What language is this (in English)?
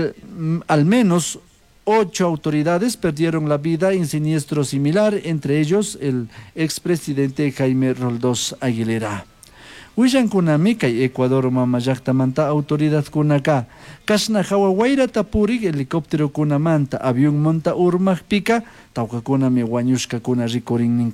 Chimborazo Highland Quichua